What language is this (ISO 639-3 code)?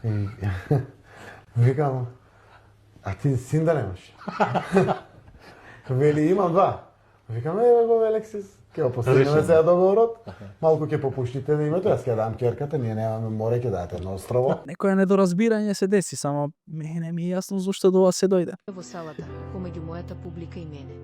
mkd